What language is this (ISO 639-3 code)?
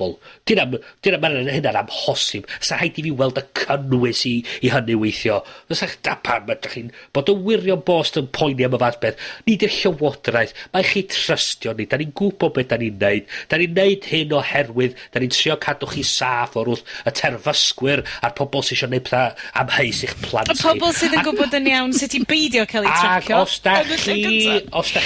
cym